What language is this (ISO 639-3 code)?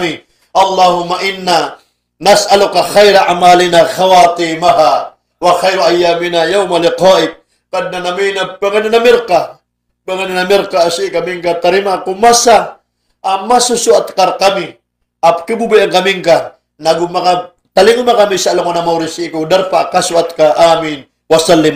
mrw